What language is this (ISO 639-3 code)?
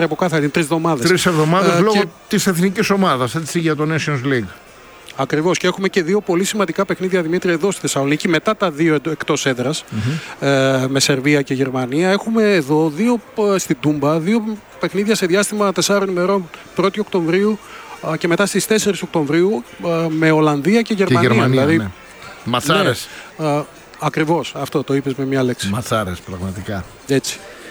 ell